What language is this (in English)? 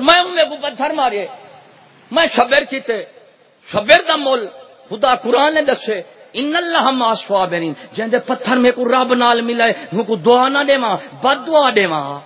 Saraiki